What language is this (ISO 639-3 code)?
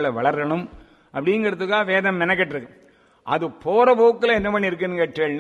tam